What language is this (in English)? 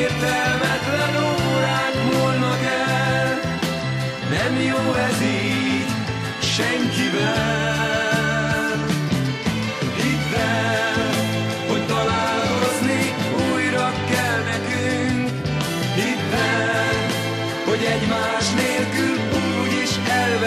Hungarian